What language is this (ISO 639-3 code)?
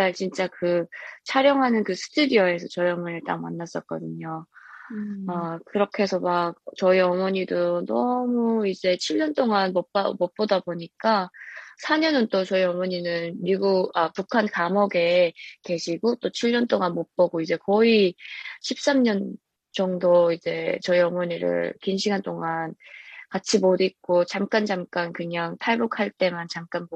kor